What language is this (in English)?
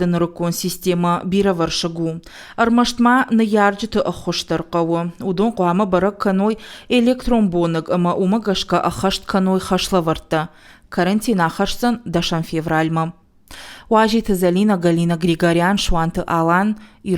Ossetic